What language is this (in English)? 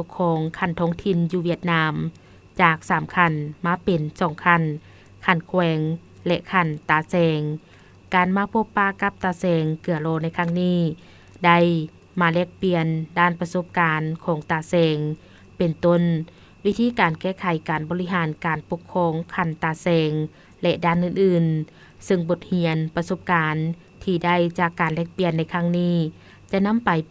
Lao